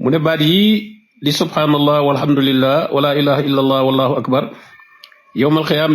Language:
Wolof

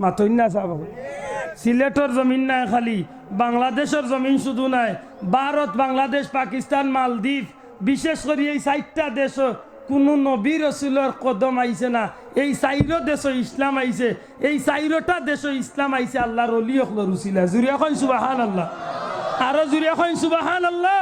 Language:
Sylheti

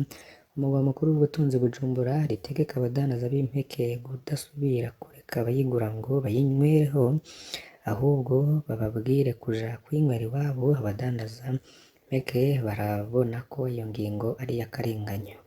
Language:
Rundi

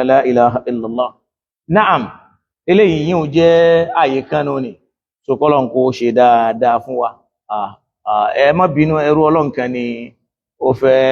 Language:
Yoruba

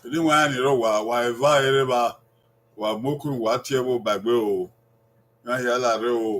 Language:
Bini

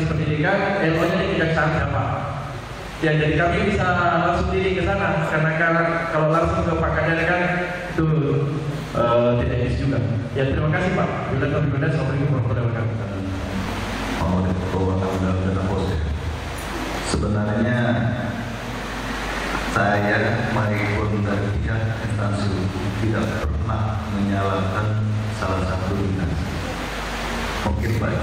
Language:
Indonesian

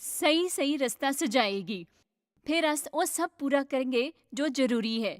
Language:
Dogri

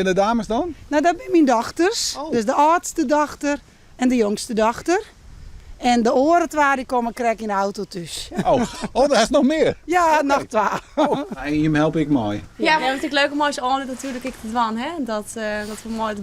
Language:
Western Frisian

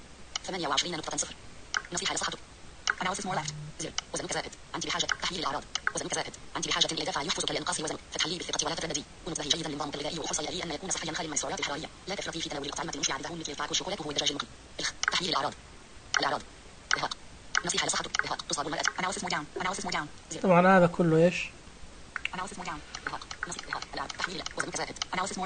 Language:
Najdi Arabic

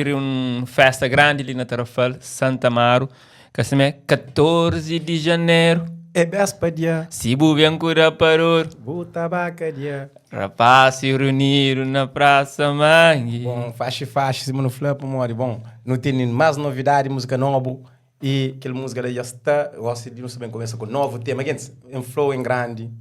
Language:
Kabuverdianu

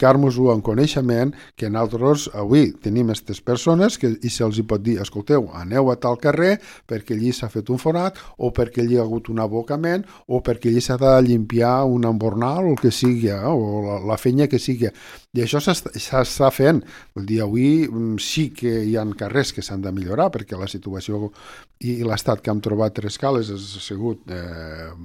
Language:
Catalan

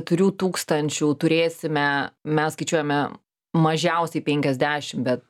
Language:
Lithuanian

